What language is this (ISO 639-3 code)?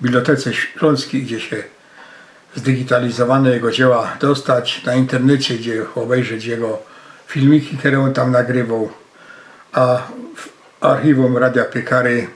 szl